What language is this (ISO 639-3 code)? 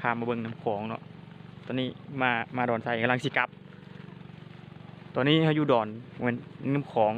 lao